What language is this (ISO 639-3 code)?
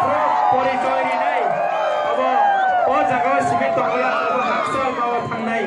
trp